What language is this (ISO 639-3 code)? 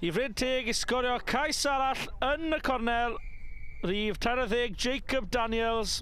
cym